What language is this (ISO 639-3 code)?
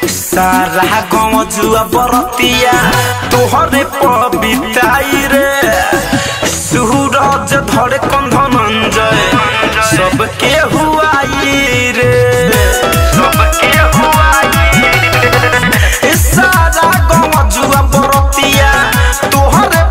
bho